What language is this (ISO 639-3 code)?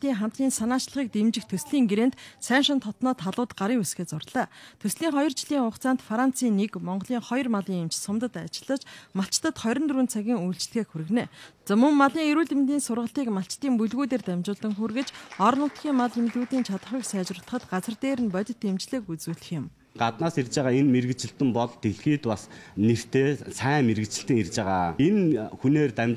mon